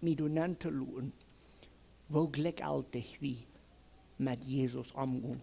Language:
Plautdietsch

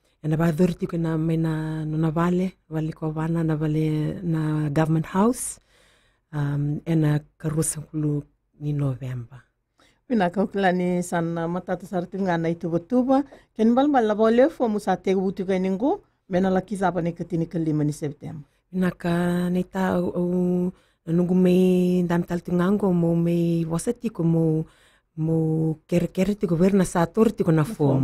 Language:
Fijian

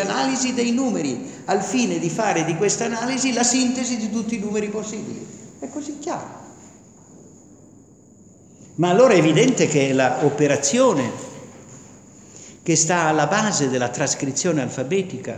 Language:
Italian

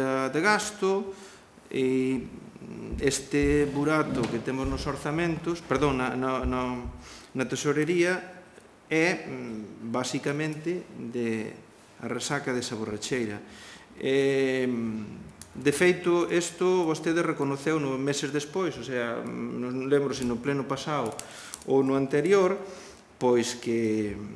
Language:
Galician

